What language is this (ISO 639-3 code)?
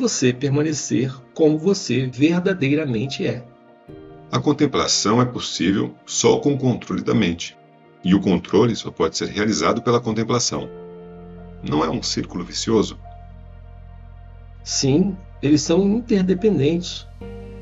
por